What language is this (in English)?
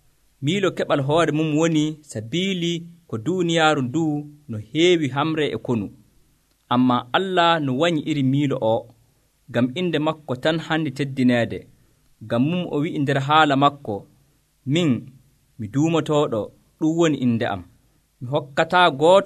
Nigerian Fulfulde